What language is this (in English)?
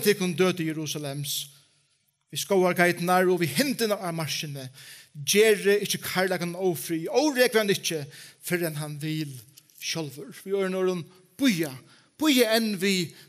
Faroese